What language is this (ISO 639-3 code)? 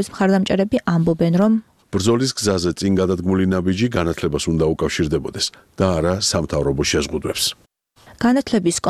kat